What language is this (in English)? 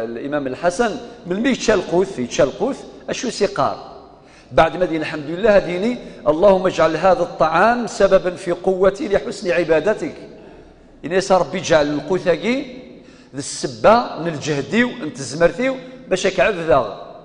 Kabyle